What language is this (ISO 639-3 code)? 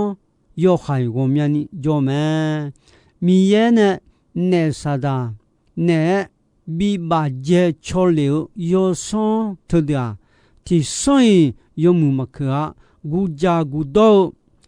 ahk